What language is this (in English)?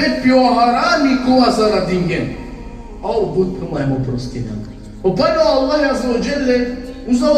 Balkan Romani